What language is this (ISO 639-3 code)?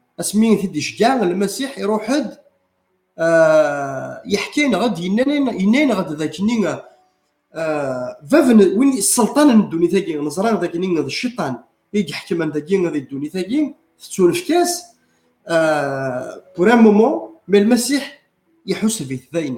kab